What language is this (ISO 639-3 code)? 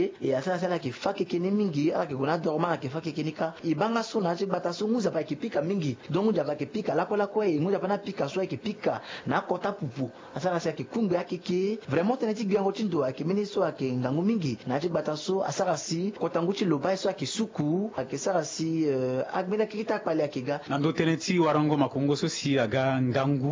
sag